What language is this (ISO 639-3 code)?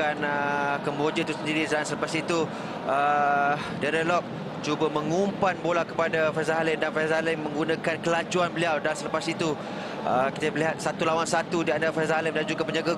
msa